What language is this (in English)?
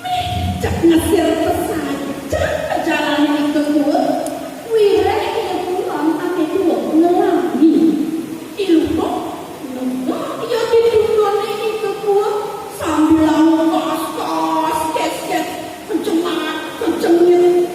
Balinese